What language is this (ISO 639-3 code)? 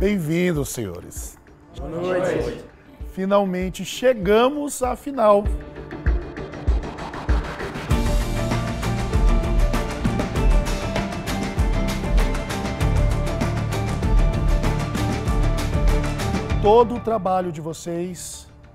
por